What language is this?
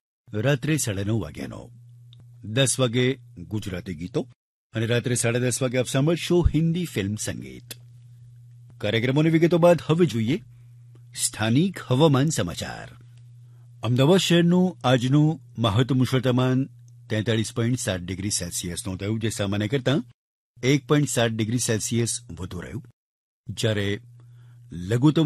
Gujarati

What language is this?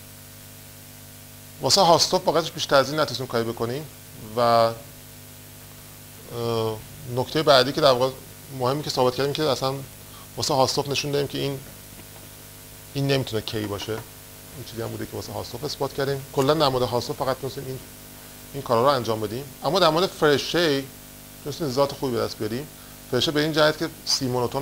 Persian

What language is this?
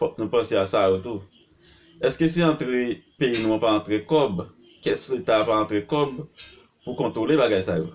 Haitian Creole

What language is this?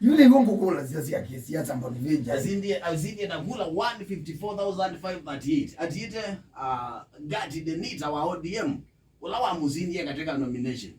Kamba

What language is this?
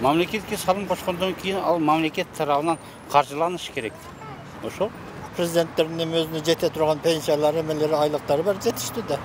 Kyrgyz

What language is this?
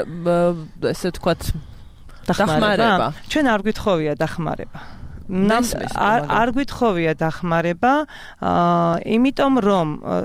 Georgian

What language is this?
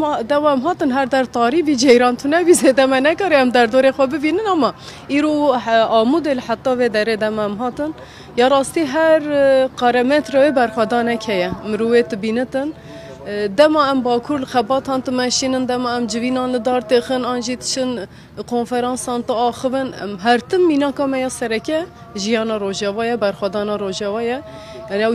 Kurdish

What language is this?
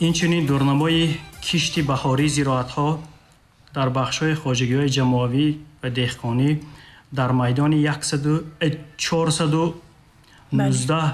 Tajik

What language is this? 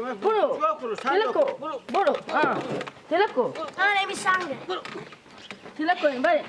Persian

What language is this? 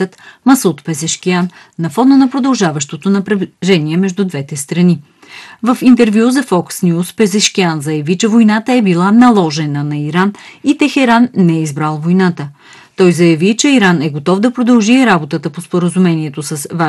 Bulgarian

